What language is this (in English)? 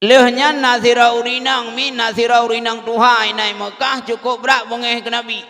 Achinese